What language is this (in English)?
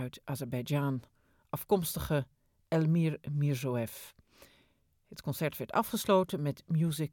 Dutch